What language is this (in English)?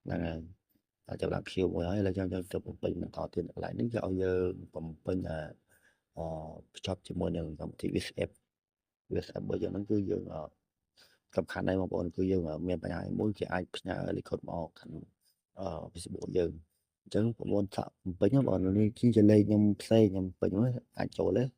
Khmer